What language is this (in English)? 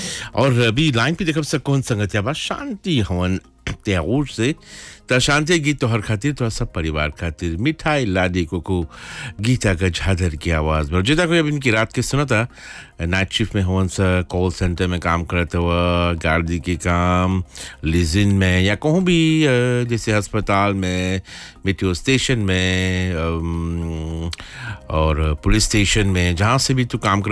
Bhojpuri